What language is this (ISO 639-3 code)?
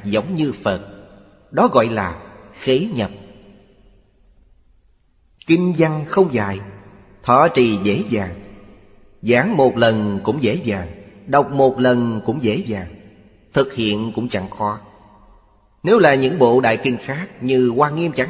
vie